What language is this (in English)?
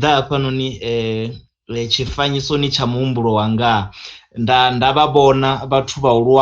Venda